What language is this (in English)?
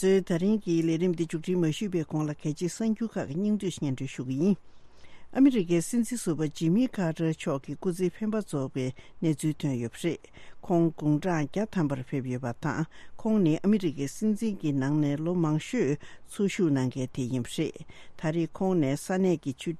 Tibetan